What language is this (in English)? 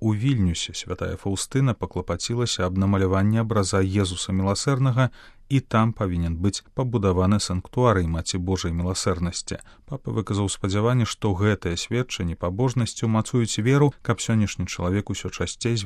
Belarusian